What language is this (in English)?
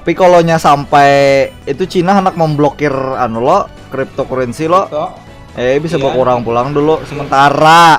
Banjar